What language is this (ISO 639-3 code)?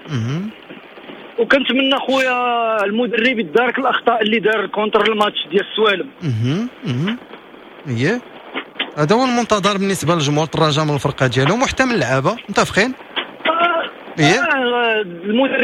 ary